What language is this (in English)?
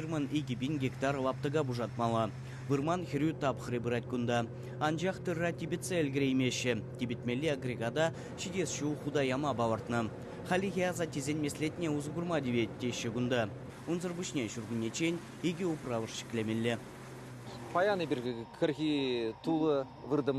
Chuvash